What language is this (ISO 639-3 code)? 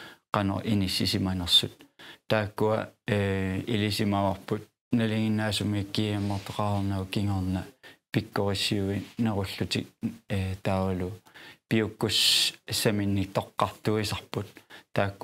kal